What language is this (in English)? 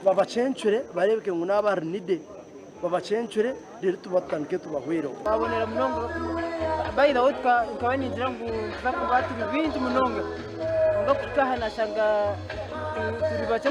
Nyankole